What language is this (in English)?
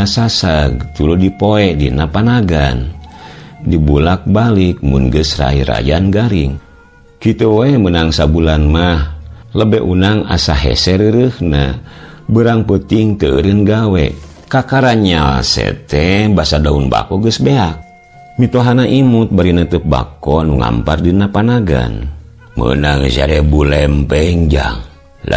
Sundanese